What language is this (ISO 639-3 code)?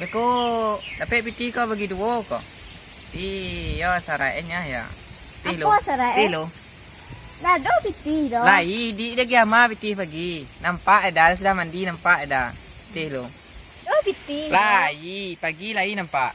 min